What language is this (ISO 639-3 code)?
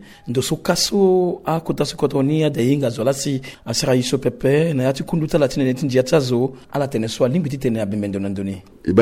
sag